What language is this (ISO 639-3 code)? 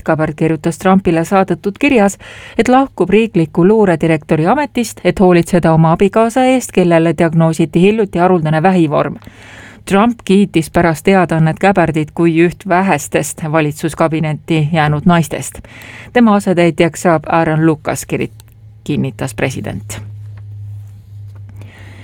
est